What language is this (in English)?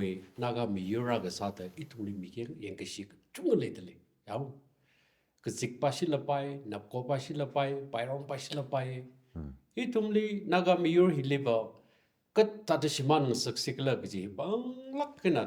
Tangkhul Naga (India)